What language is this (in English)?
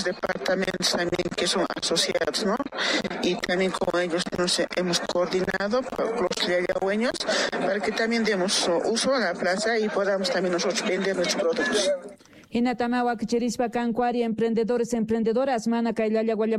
South Bolivian Quechua